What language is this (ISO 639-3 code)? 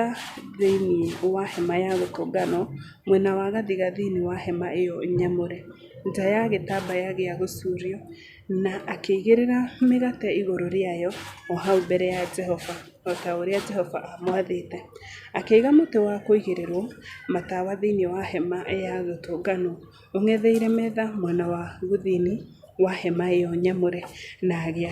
kik